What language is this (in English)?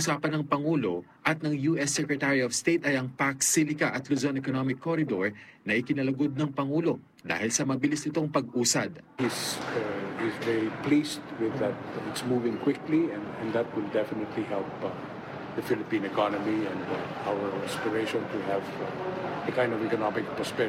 Filipino